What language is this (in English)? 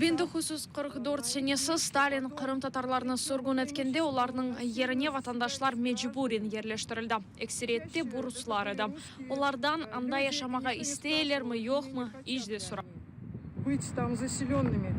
Crimean Tatar